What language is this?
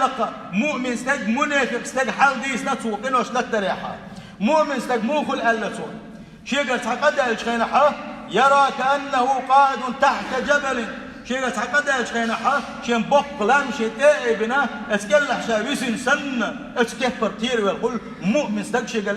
Chechen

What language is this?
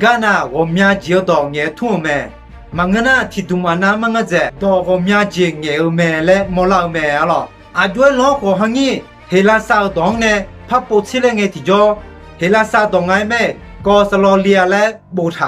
Akha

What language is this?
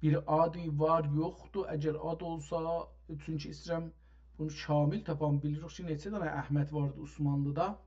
South Azerbaijani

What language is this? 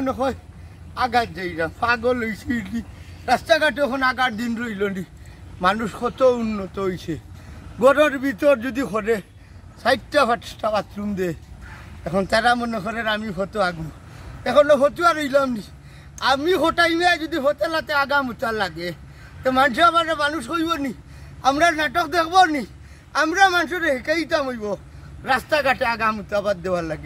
Sylheti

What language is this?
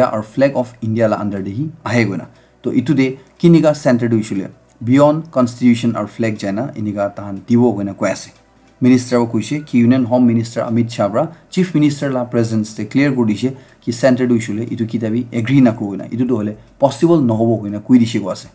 Naga Pidgin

